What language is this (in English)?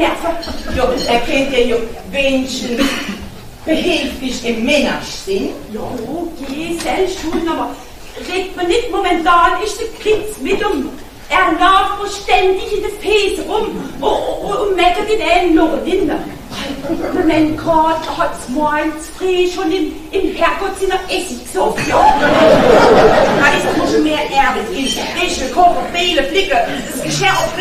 German